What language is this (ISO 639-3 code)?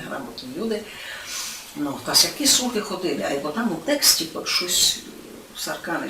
rue